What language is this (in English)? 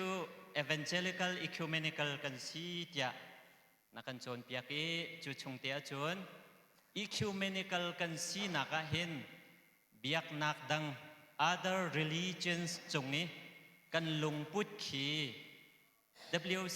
Hakha Chin